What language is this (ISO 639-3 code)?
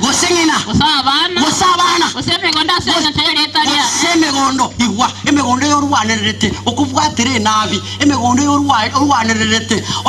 guz